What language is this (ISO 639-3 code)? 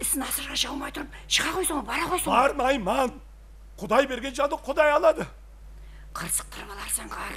kaa